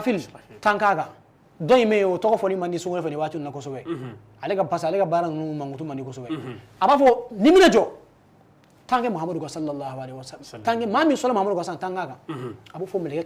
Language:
Bambara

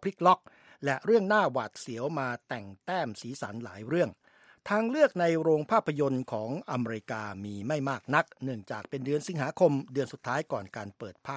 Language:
Thai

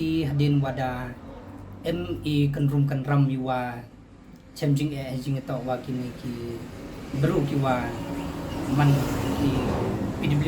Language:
Pnar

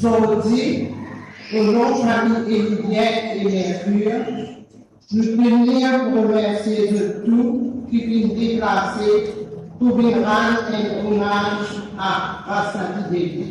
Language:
Morisyen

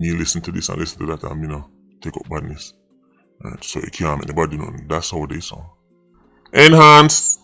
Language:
Jamaican Creole English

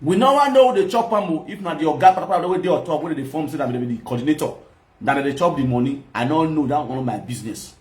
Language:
Nigerian Pidgin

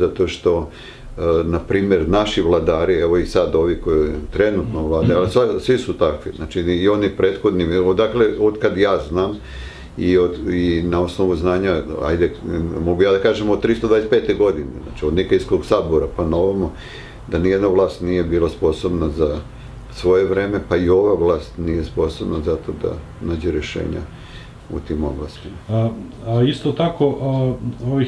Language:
Serbian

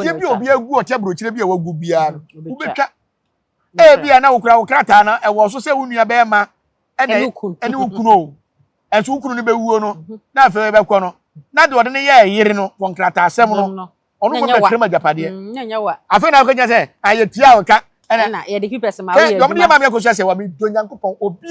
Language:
Akan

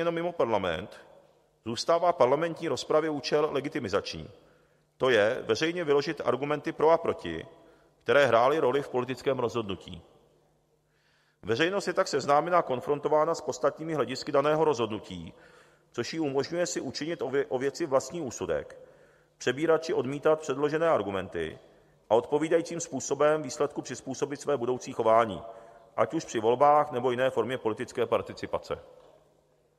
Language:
Czech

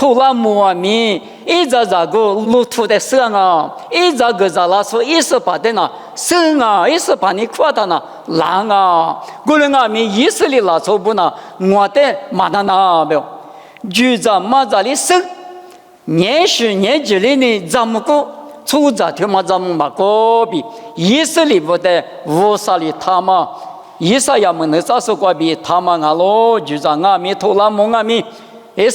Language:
Lisu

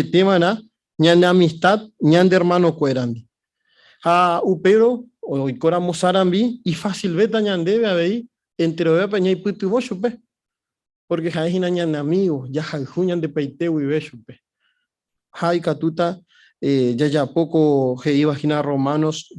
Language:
Guarani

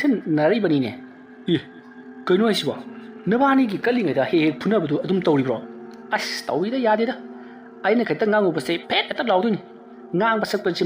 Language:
Manipuri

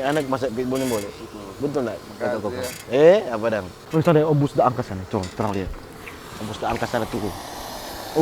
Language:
Manado Malay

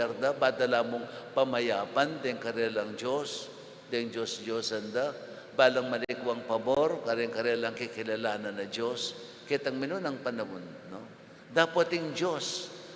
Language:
Pampanga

